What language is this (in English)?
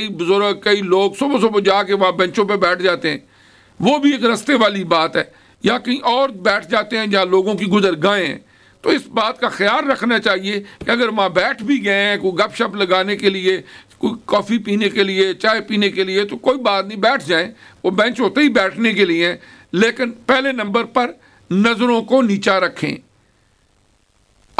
Urdu